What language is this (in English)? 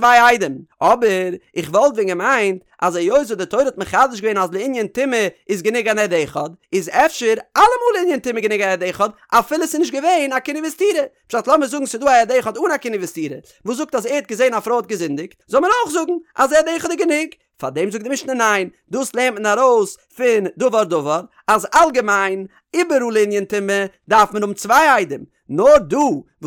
Yiddish